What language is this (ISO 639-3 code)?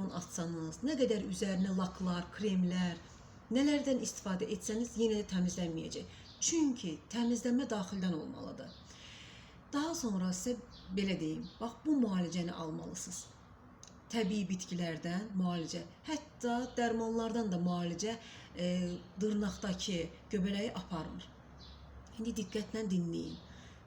aze